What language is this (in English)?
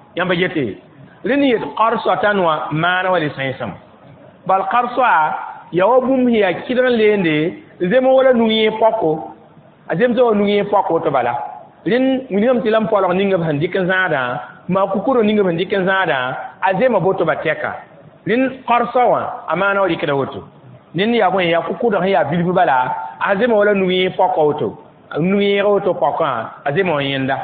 Mossi